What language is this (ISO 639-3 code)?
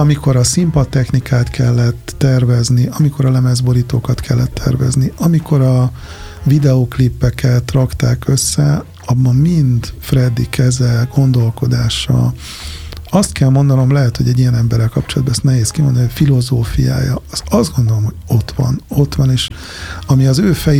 hun